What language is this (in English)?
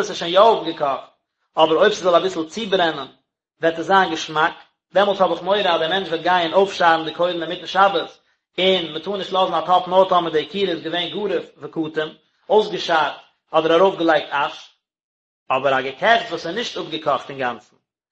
Yiddish